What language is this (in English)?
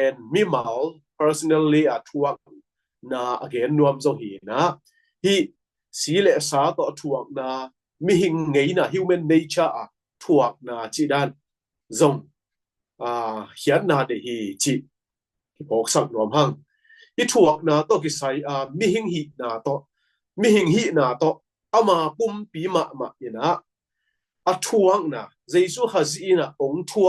Tedim Chin